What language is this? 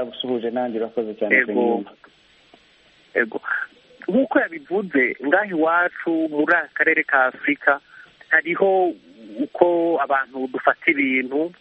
Kinyarwanda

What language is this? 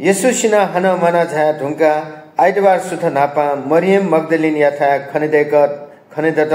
Newari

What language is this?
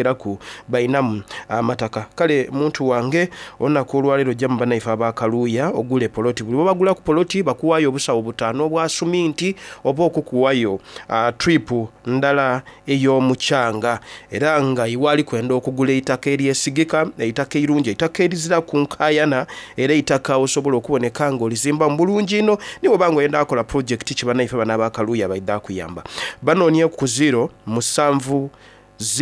Soga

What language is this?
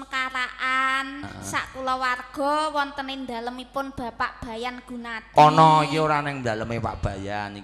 Javanese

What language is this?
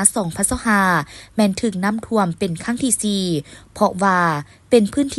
Lao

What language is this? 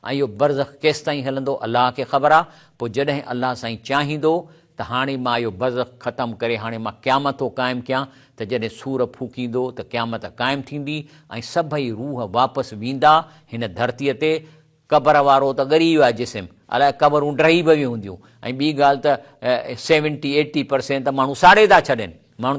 Sindhi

